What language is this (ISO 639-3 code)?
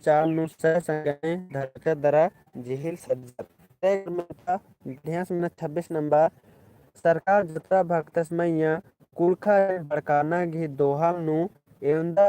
kru